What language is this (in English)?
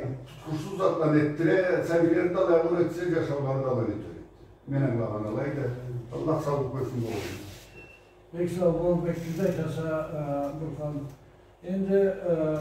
Karachay-Balkar